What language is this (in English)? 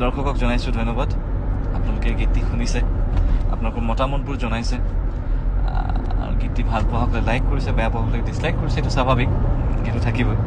Assamese